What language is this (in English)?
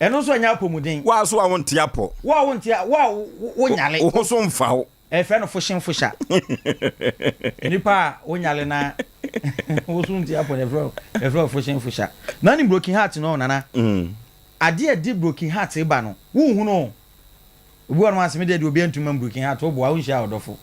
Akan